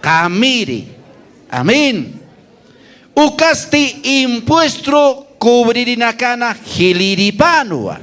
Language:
Aymara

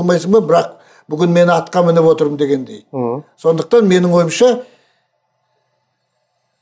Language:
Kazakh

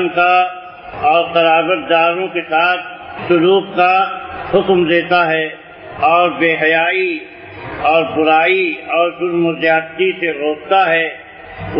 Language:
Urdu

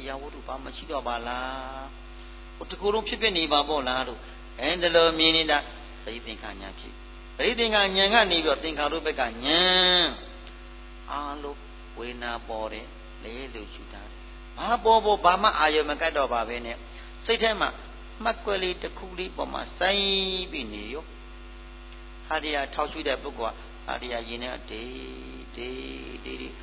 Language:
Burmese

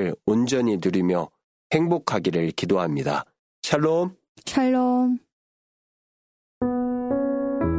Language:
Korean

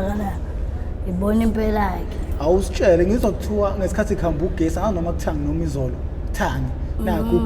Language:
Zulu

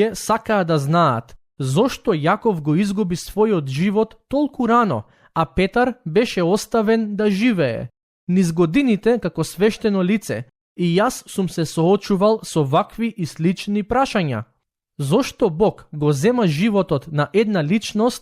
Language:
Macedonian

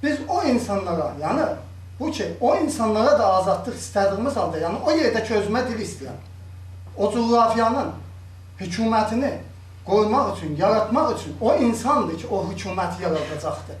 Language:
South Azerbaijani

